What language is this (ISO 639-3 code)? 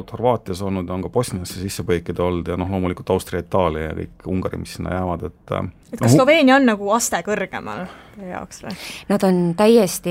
est